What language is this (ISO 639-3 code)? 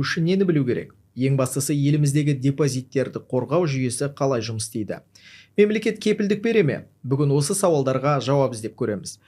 kaz